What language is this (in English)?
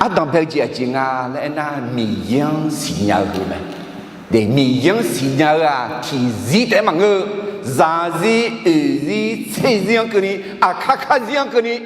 Akha